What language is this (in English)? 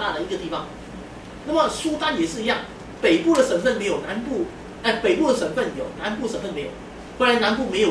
Chinese